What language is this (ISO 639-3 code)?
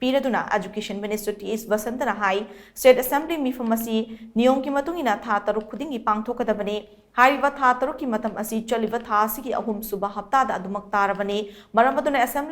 mni